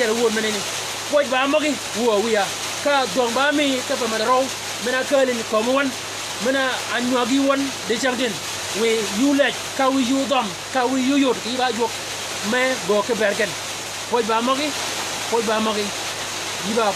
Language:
Shilluk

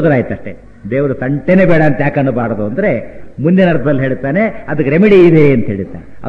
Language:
Kannada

